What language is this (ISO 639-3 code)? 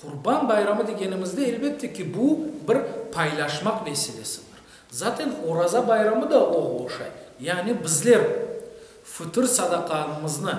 crh